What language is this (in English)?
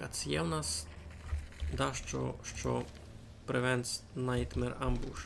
Rusyn